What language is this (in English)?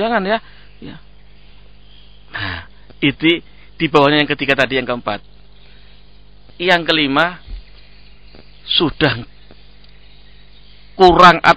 Indonesian